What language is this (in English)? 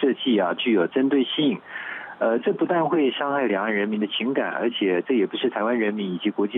Chinese